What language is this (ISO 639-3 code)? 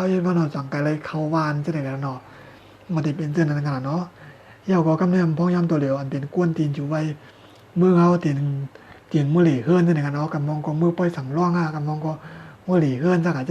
shn